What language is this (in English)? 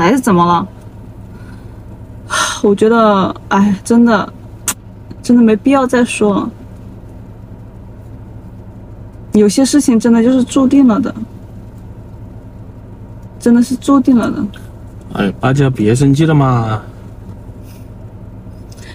Chinese